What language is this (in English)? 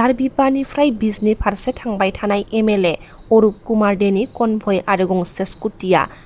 Bodo